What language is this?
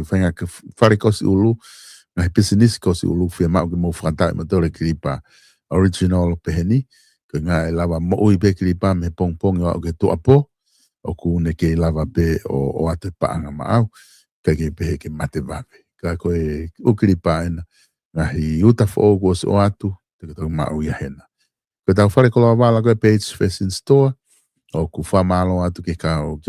Tongan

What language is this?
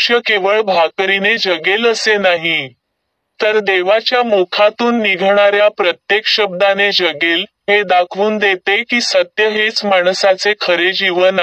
Marathi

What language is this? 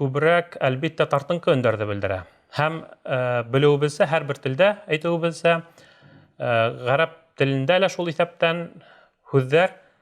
Bashkir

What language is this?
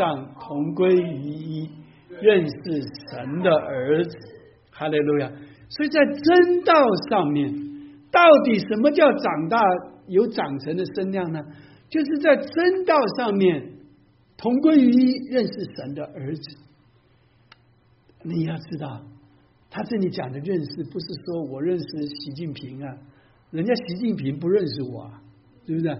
Chinese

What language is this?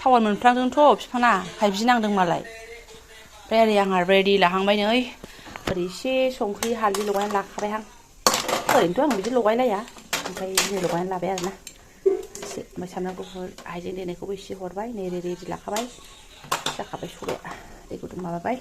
Bodo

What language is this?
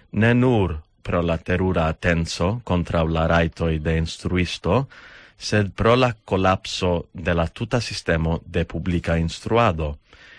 Esperanto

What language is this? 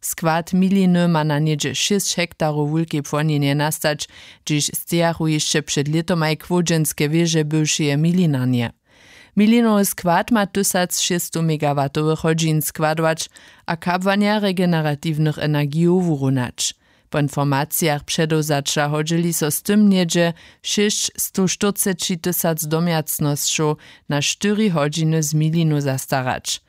Upper Sorbian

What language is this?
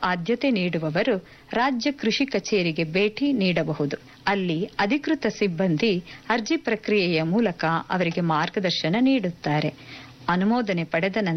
Kannada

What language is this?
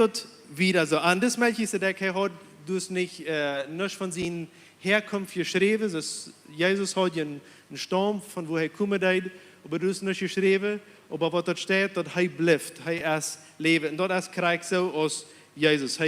Plautdietsch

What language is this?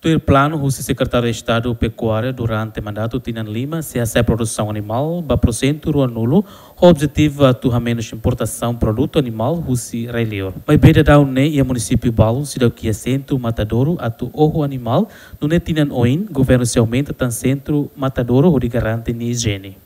Tetum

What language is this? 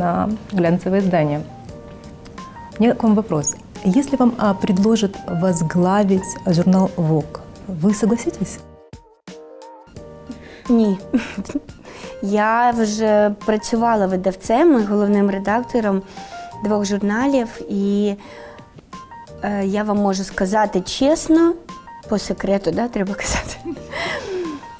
Ukrainian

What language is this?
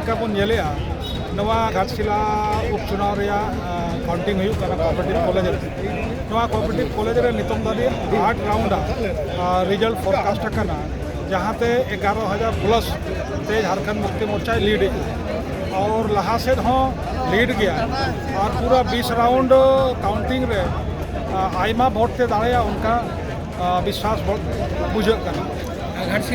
Santali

